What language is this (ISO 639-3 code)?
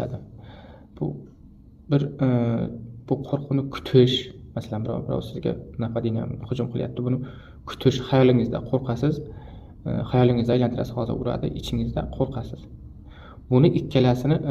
uzb